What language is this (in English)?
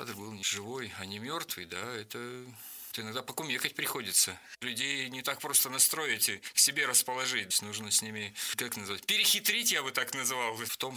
Russian